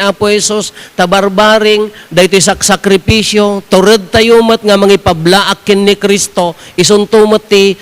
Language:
Iloko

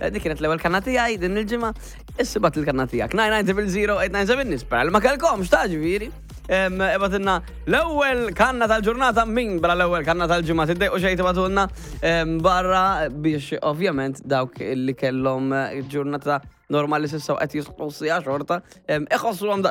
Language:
Maltese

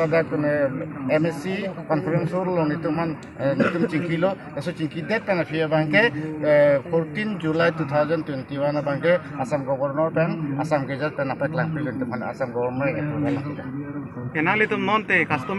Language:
Karbi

